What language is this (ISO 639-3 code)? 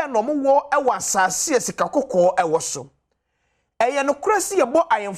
aka